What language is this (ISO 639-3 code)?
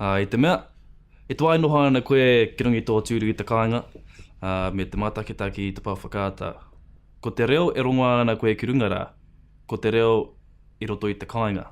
mri